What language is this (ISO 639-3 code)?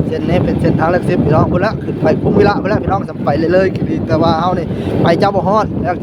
tts